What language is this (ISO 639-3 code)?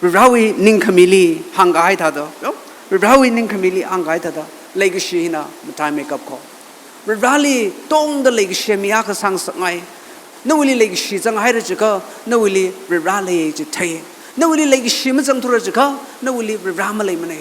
nmf